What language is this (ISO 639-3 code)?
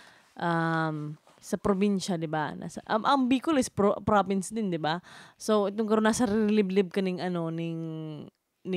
bik